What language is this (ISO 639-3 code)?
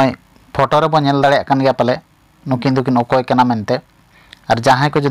sat